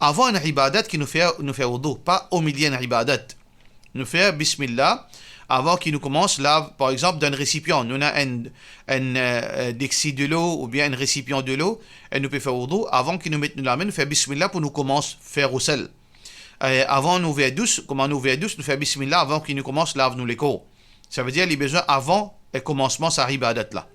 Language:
Morisyen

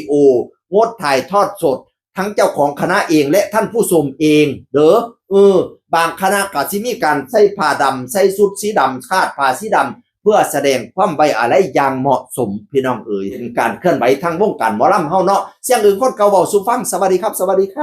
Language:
Northeastern Thai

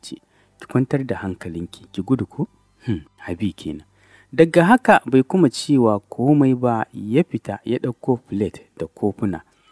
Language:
Hausa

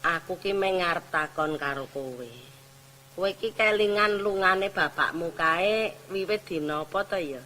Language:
Javanese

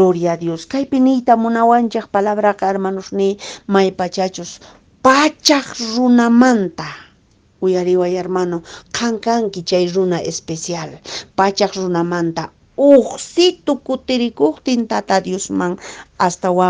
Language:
Quechua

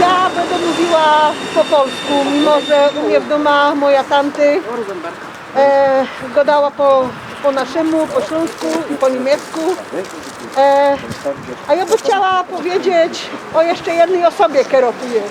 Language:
Silesian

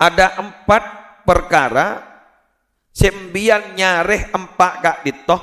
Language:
Madurese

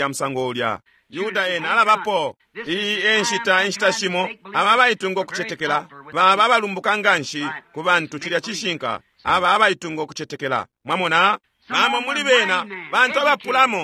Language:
Bemba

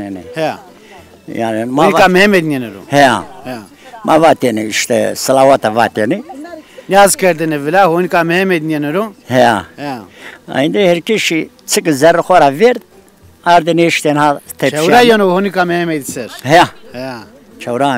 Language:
Zaza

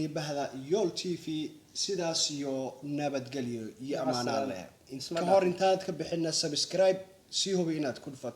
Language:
Somali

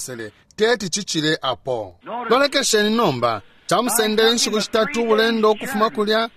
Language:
Bemba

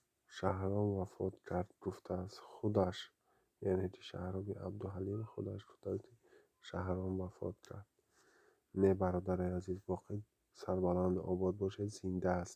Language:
Tajik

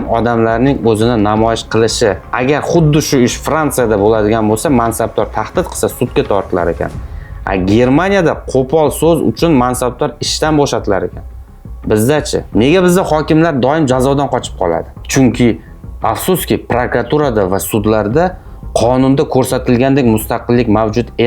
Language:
Uzbek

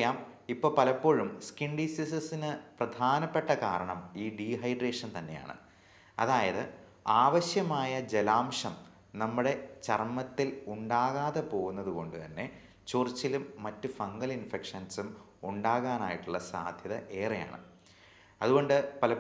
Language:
Malayalam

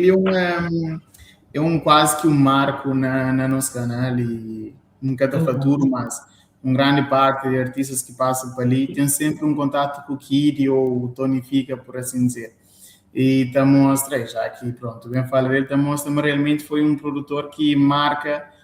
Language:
Kabuverdianu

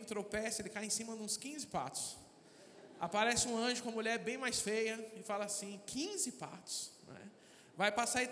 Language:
Portuguese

